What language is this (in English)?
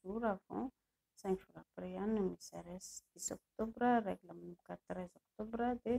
Malagasy